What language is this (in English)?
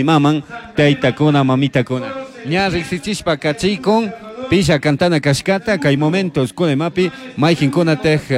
Chimborazo Highland Quichua